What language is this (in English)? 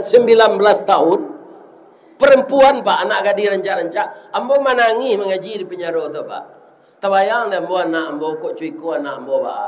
Minangkabau